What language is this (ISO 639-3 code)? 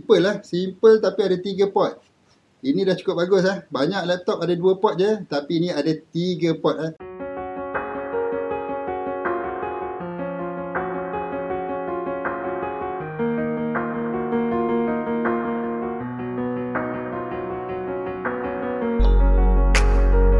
msa